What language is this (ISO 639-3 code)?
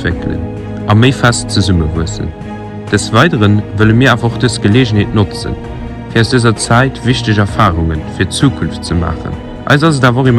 ltz